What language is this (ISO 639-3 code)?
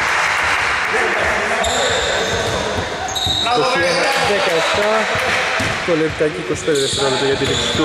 ell